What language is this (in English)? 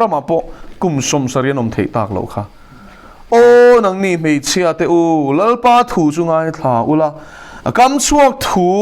Mizo